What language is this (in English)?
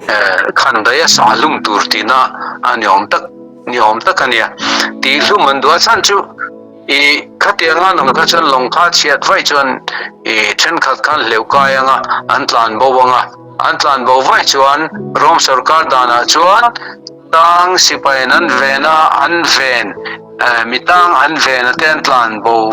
Mizo